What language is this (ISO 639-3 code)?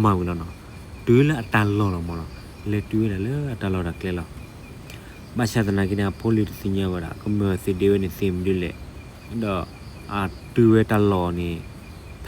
ksw